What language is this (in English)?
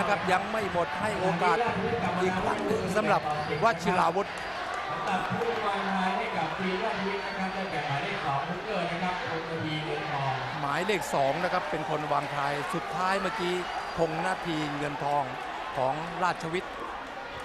Thai